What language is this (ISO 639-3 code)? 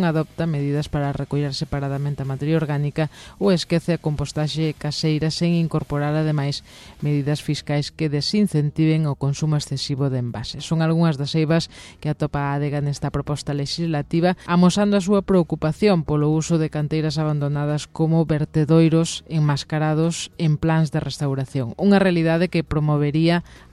glg